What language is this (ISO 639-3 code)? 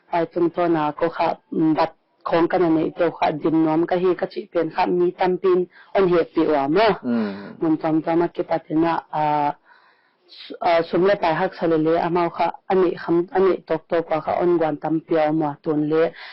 pck